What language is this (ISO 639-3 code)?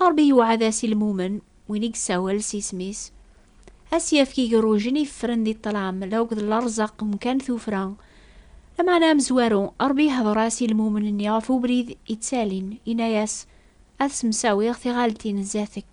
kab